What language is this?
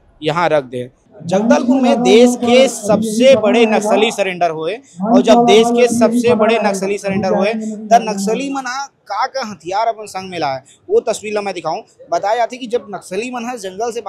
Chhattisgarhi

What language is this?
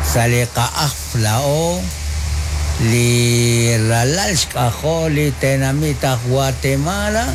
Kekchí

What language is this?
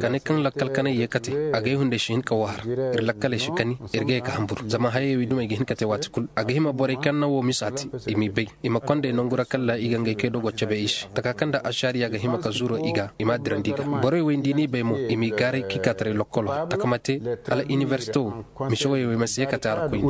Zarma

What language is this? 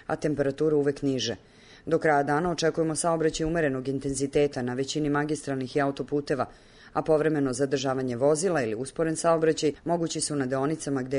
Serbian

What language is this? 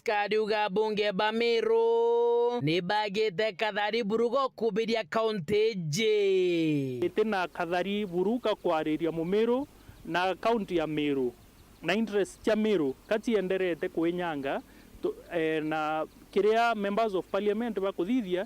Meru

